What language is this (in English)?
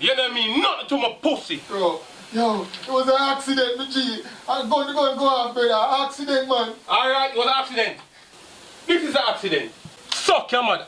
Jamaican Creole English